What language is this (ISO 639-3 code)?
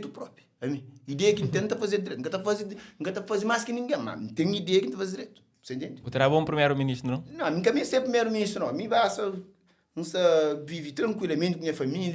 kea